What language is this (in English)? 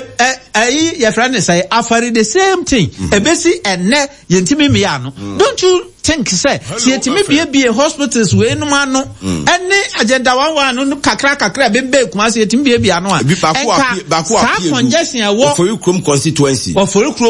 Akan